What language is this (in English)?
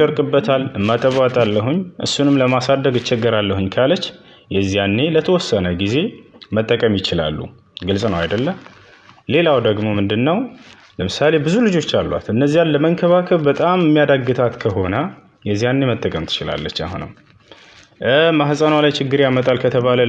Amharic